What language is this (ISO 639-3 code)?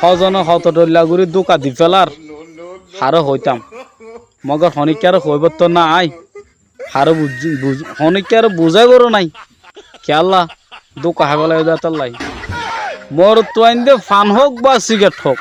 rhg